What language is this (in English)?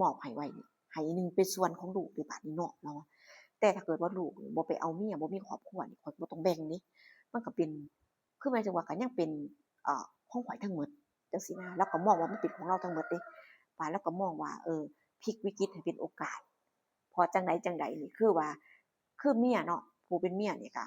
Northeastern Thai